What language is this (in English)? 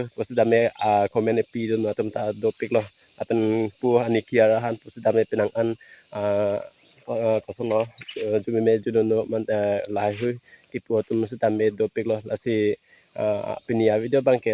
Karbi